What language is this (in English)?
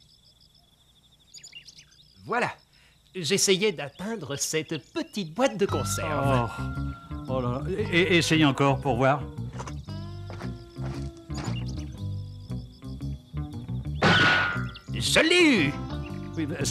French